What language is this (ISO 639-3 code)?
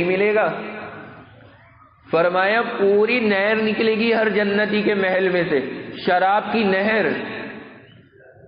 urd